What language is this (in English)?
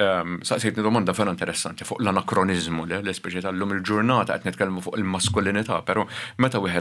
Maltese